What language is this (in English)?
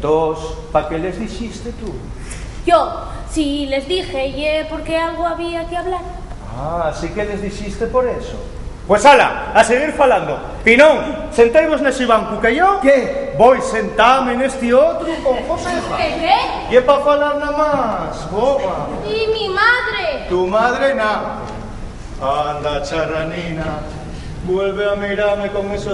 Asturian